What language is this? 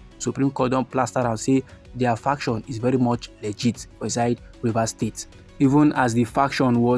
Nigerian Pidgin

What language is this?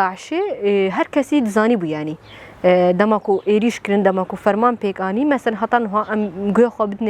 Kurdish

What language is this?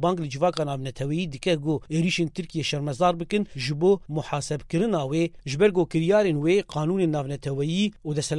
Kurdish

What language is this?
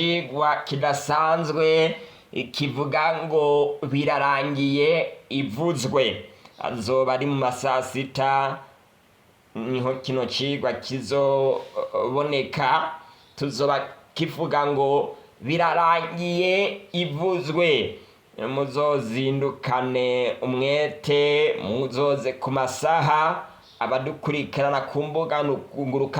Rundi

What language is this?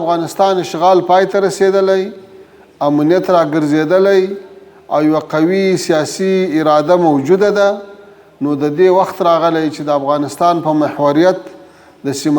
Pashto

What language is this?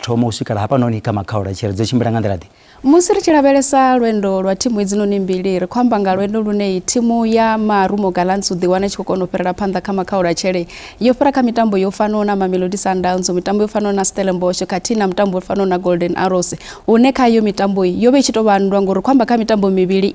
Venda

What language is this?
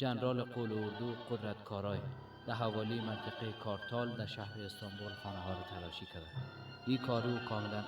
Persian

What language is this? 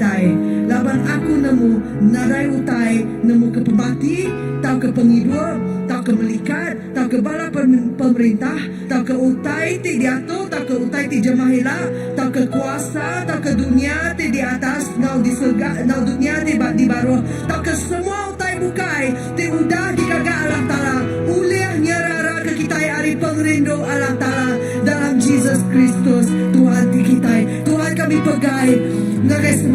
Iban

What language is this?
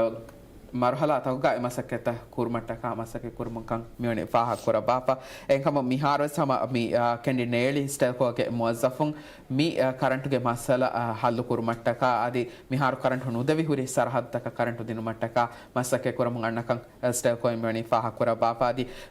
Divehi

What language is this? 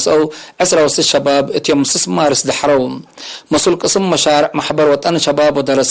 Tigre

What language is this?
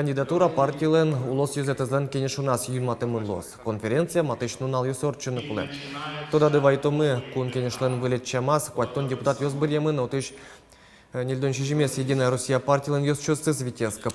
Udmurt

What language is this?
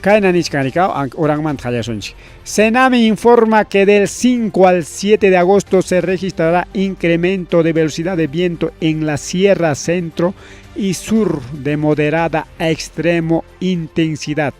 Ayacucho Quechua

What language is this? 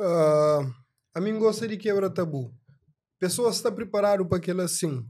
Kabuverdianu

